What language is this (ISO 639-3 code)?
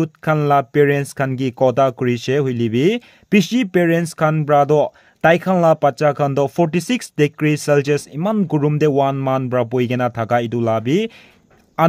nag